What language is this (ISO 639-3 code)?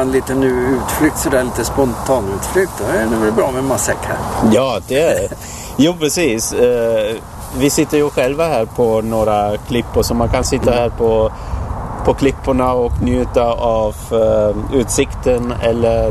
swe